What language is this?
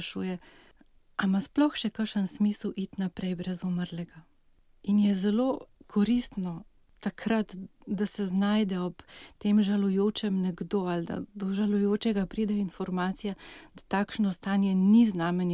Slovenian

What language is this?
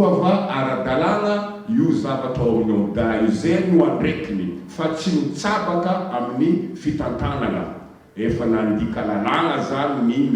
Malagasy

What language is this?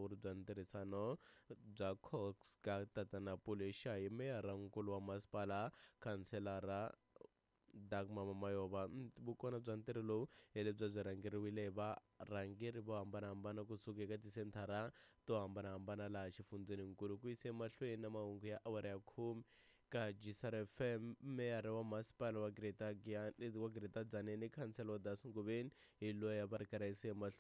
Tsonga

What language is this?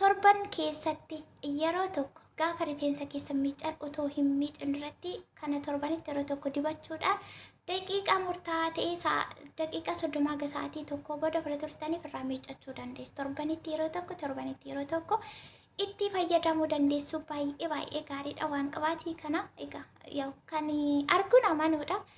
Oromo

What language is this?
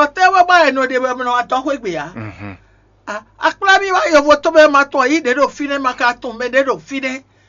Fon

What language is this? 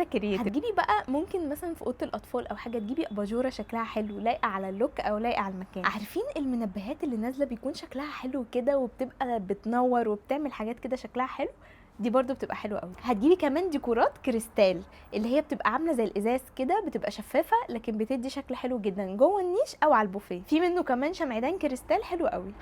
Egyptian Arabic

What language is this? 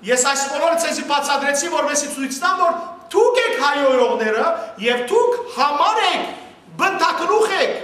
Western Armenian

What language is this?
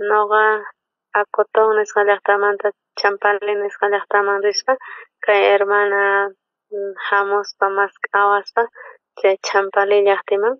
South Bolivian Quechua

